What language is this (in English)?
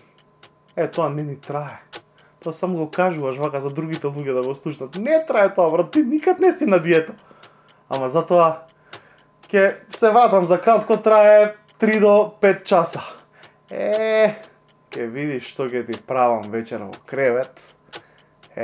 Macedonian